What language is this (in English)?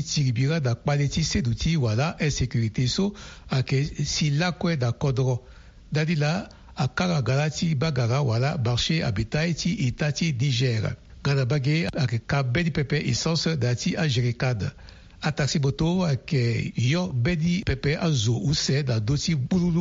Sango